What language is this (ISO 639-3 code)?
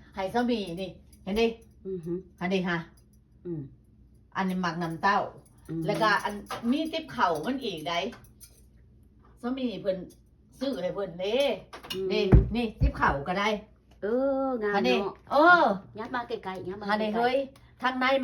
lao